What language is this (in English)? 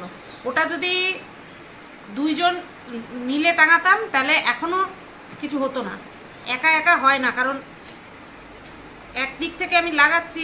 Bangla